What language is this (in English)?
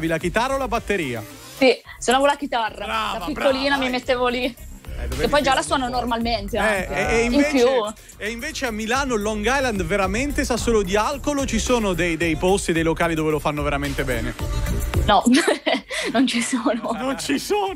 Italian